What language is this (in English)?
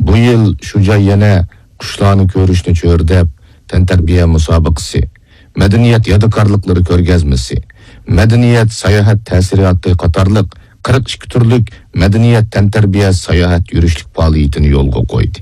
Uyghur